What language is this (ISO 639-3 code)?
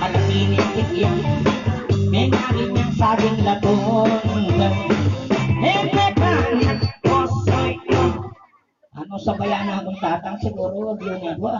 pam